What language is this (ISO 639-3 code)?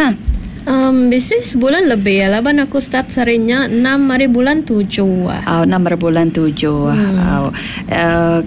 iba